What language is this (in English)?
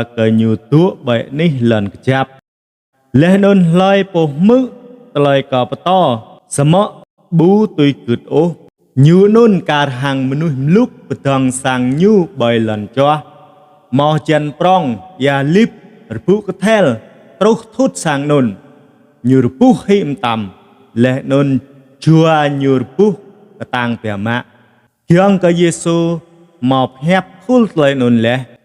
Jarai